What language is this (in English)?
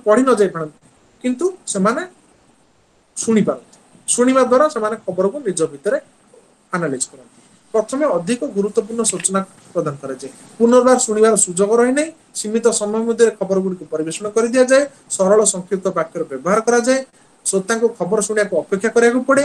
Odia